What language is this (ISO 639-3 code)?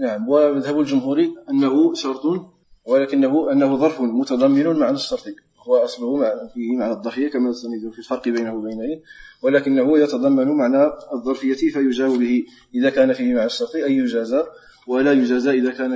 ara